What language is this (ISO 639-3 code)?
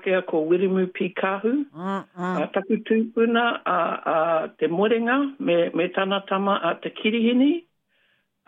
mri